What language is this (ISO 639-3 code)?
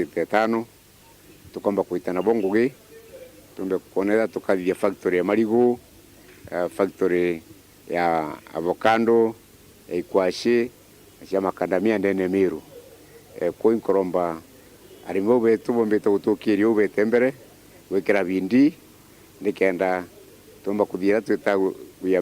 mer